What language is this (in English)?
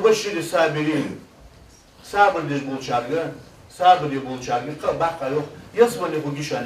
Ingush